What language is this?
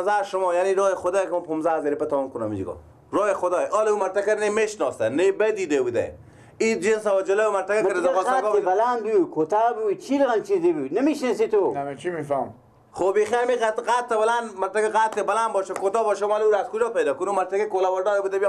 Persian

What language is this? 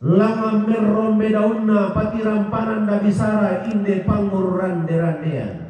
Toraja-Sa'dan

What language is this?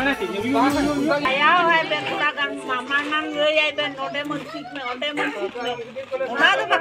Santali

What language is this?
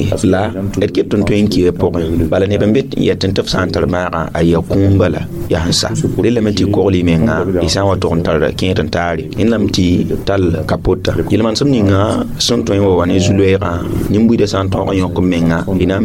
Mossi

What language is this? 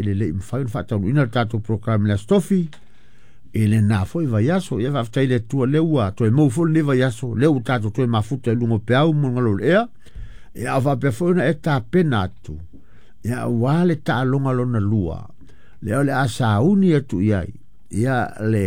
Samoan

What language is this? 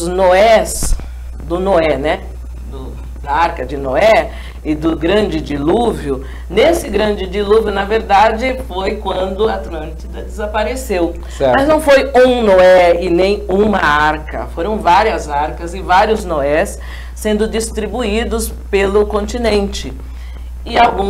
Portuguese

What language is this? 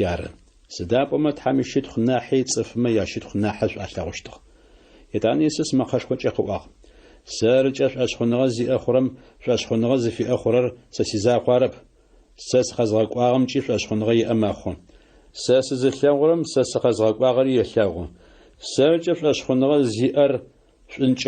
Adyghe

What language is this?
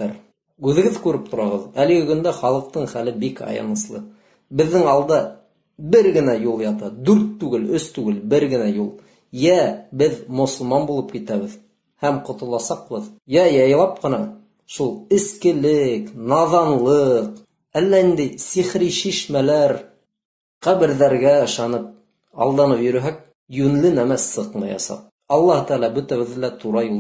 Bashkir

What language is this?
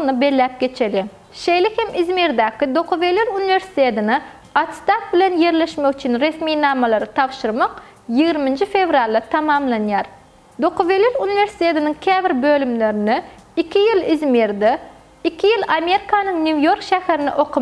Turkmen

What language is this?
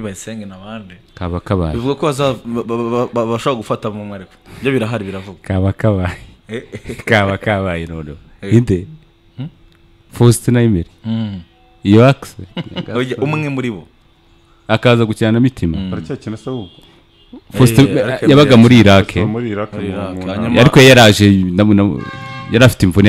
Kinyarwanda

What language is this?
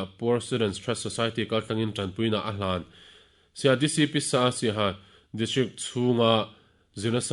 Mizo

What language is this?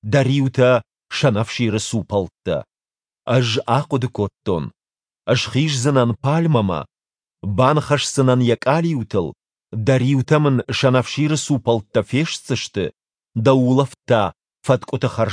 Ossetic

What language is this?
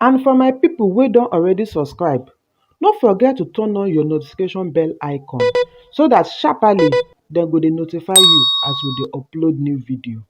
Nigerian Pidgin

